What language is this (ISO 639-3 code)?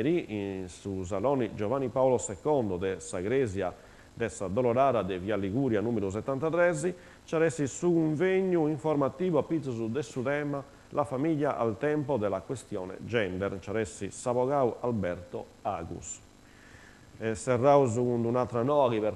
srd